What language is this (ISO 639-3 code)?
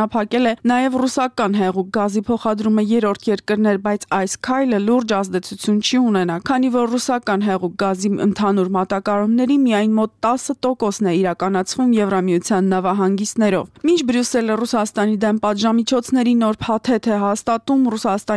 hye